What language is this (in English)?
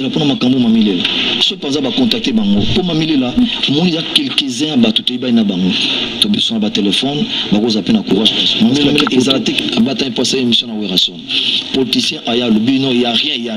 Lingala